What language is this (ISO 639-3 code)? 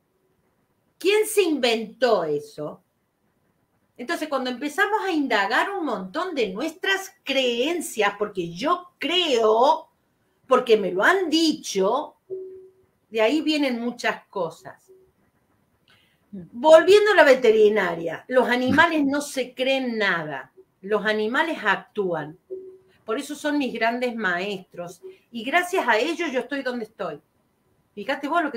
spa